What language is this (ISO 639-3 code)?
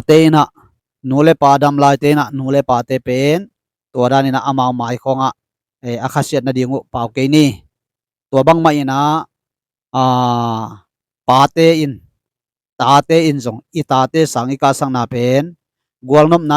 ctd